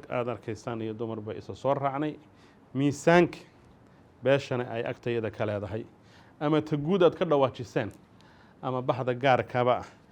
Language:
Somali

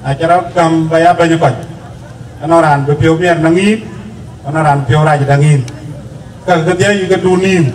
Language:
Dinka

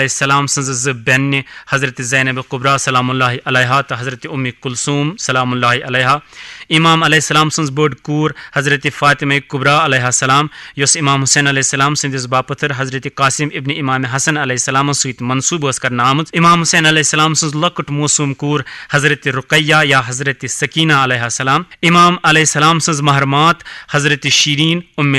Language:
Kashmiri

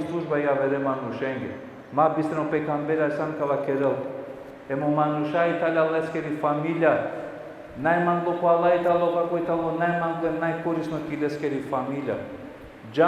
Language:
Balkan Romani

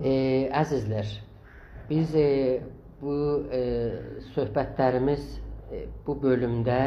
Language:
South Azerbaijani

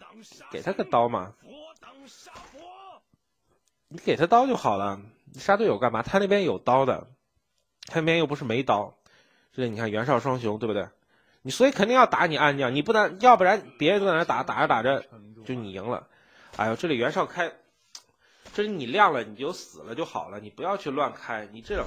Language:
Chinese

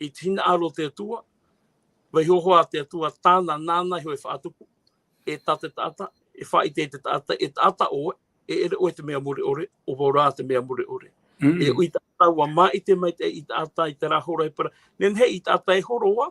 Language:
Tahitian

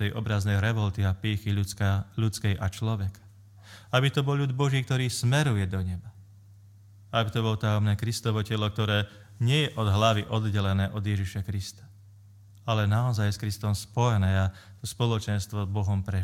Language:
Slovak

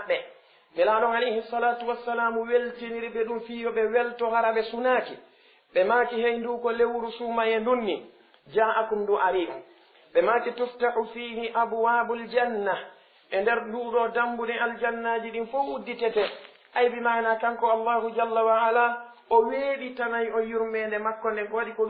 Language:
Fula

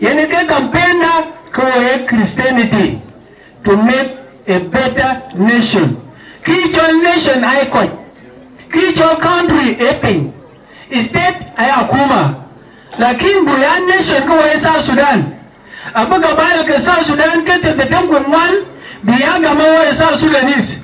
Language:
Dinka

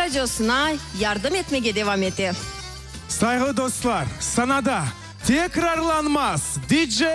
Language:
Crimean Tatar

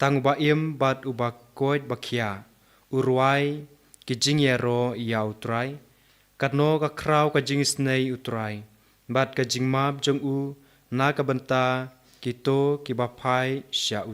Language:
Khasi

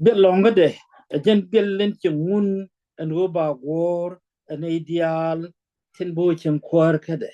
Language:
Nuer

